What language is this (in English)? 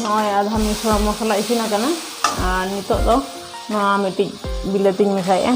Santali